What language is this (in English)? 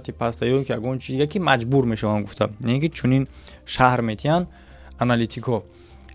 Tajik